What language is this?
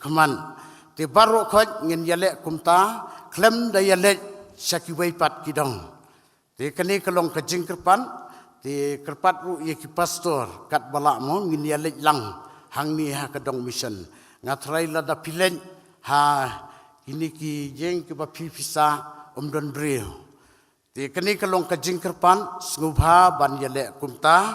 Khasi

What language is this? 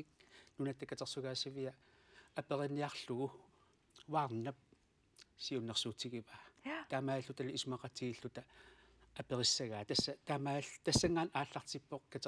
Kalaallisut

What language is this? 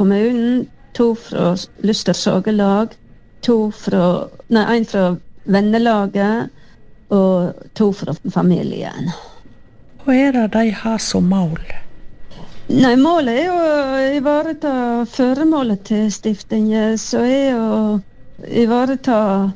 Norwegian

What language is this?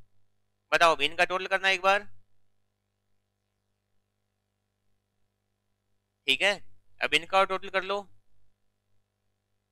Hindi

